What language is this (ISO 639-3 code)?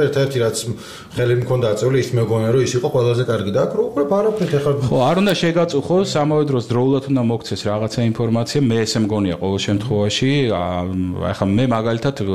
kat